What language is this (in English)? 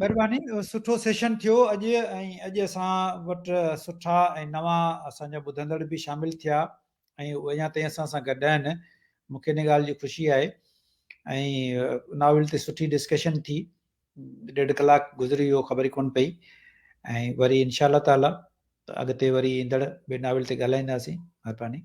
Sindhi